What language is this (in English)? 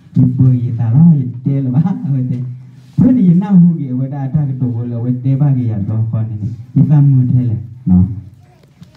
S'gaw Karen